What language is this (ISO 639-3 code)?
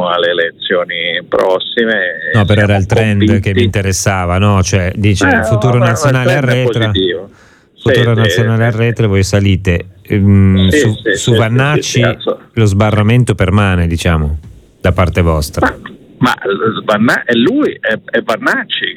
ita